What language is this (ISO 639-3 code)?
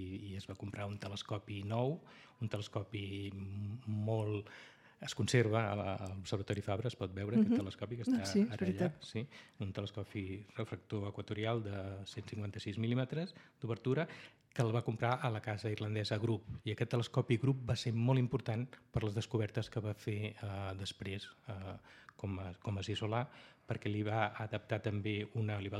cat